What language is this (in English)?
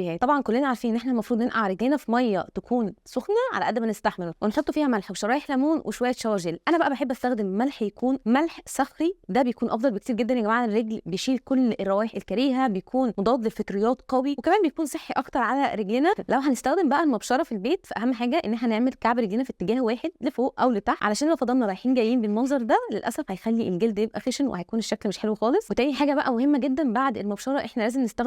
Egyptian Arabic